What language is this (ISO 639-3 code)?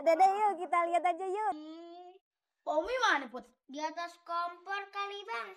bew